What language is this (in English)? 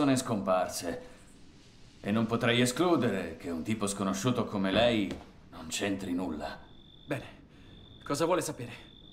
Italian